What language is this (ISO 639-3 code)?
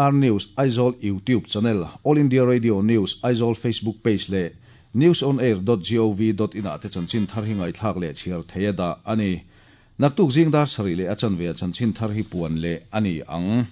lus